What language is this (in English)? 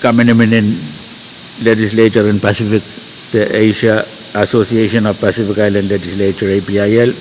Pohnpeian